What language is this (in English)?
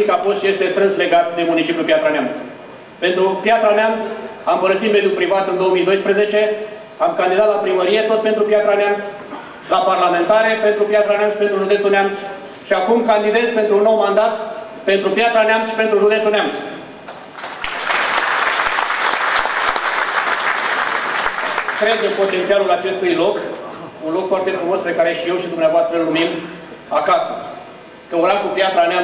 Romanian